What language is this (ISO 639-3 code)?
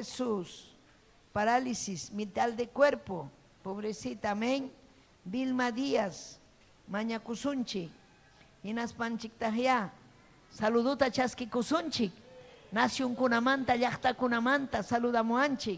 quy